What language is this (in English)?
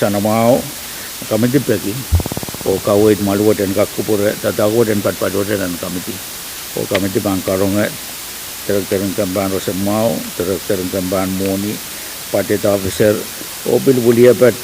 Pohnpeian